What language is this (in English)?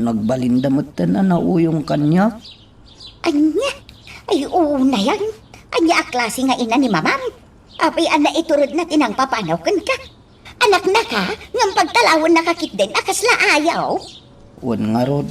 Iloko